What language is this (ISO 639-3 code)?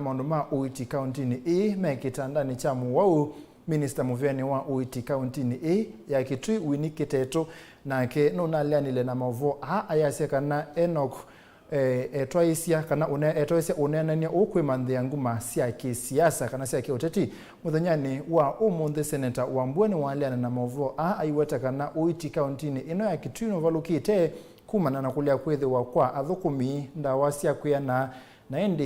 kam